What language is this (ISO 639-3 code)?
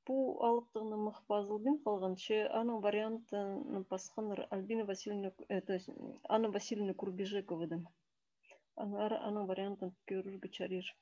kjh